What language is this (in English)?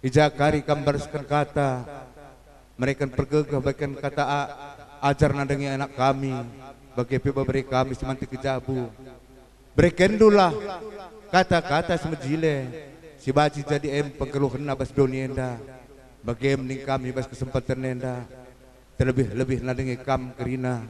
Batak Karo